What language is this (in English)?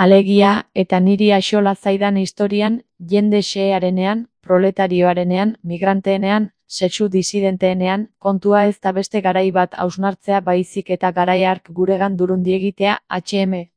Basque